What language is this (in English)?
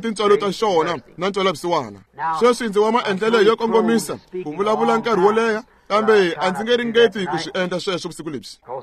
Tsonga